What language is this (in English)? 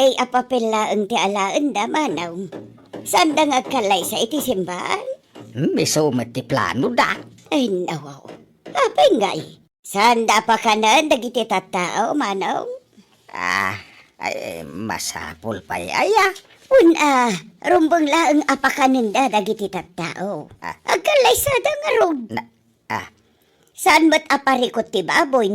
Iloko